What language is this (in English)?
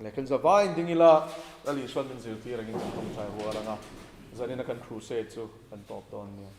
Mizo